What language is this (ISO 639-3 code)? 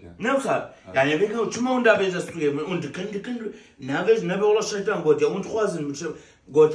kur